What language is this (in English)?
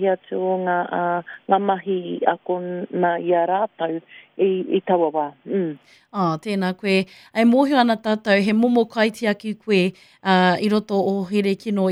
Māori